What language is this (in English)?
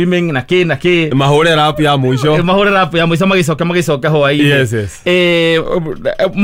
Kikuyu